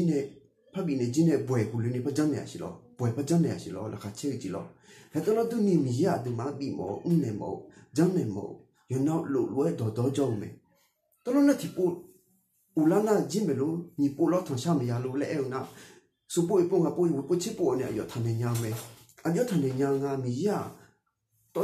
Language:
Akha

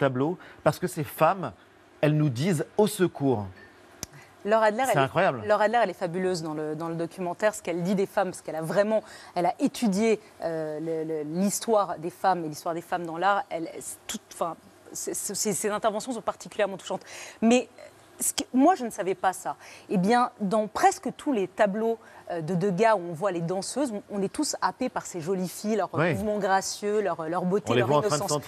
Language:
French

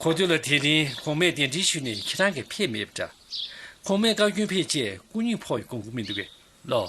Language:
Tibetan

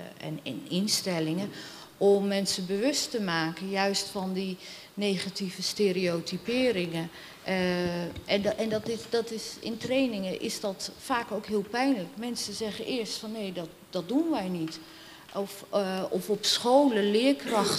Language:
Dutch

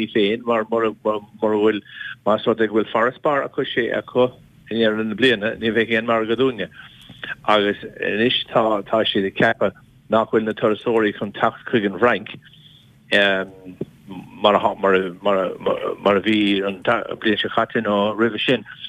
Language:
Irish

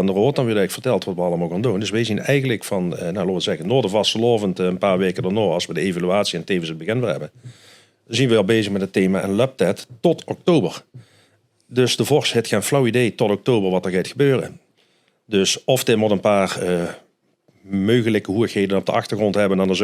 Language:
Limburgish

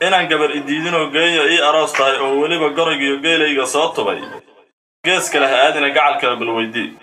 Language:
Somali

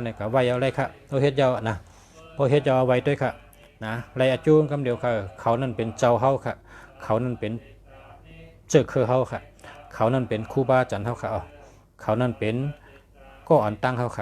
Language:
Shan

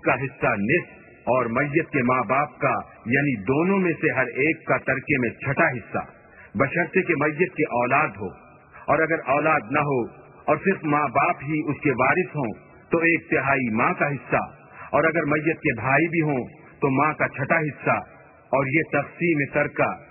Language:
Urdu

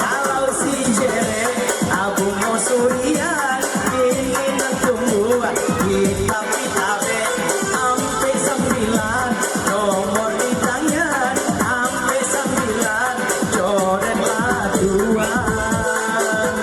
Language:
Minangkabau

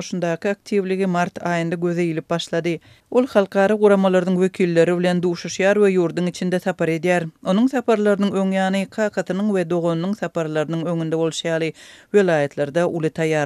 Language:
Turkmen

